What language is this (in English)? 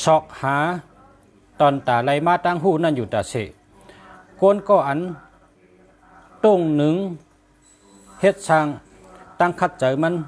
Shan